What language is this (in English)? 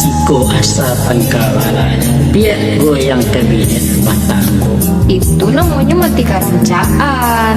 Minangkabau